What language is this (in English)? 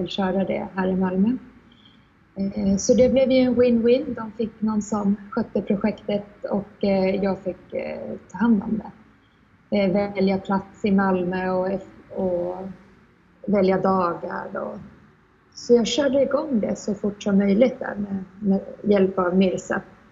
Swedish